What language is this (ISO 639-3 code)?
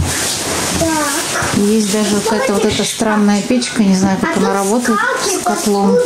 rus